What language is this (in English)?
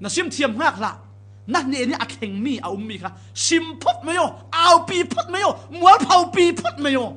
Falam Chin